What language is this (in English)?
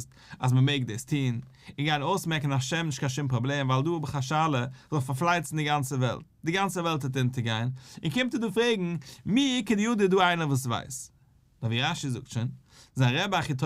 Yiddish